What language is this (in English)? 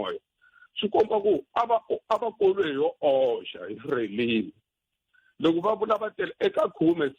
Tsonga